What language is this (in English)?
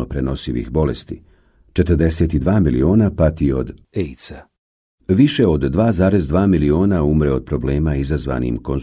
Bosnian